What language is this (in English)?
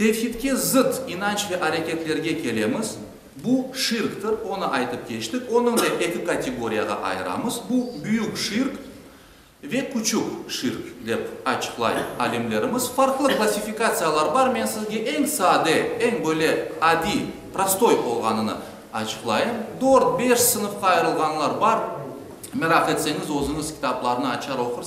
Crimean Tatar